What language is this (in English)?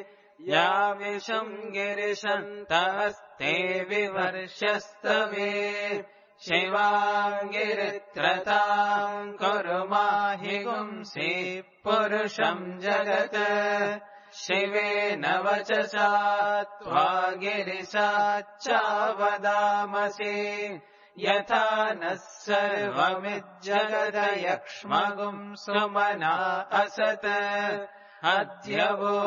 Sanskrit